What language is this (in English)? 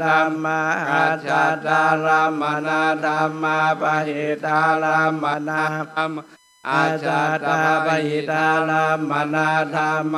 Pali